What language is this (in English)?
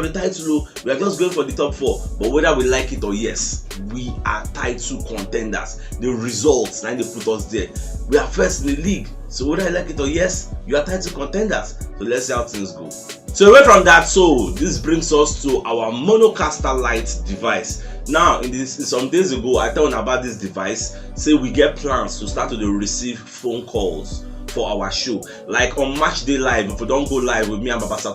Nigerian Pidgin